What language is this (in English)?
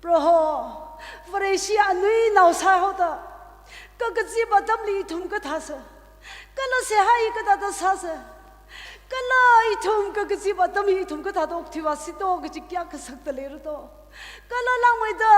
Tangkhul Naga (India)